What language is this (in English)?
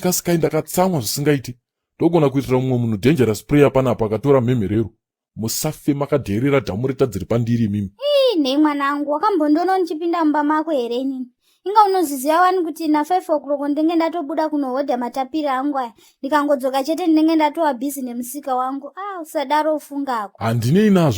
Shona